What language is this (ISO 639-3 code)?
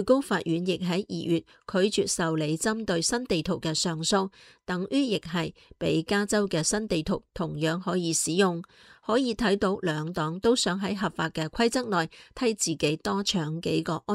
yue